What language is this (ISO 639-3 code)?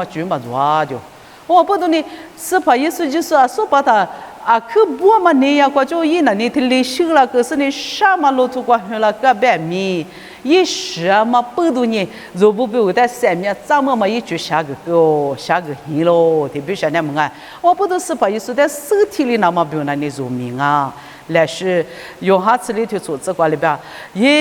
lis